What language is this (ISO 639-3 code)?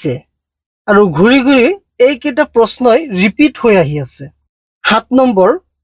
asm